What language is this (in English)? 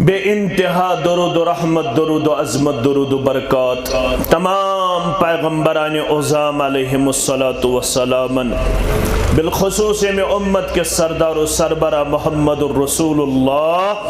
Kashmiri